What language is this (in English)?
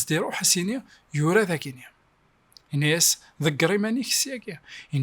Kabyle